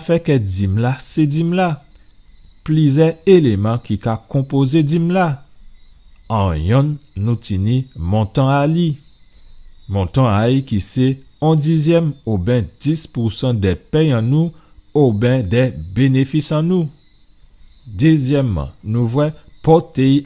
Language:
Guadeloupean Creole French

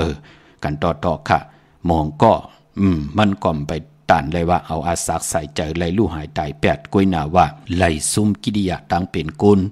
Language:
Shan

